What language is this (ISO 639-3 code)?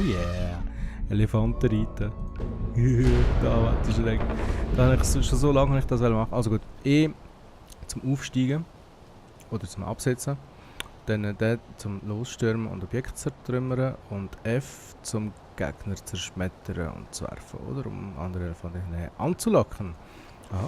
gsw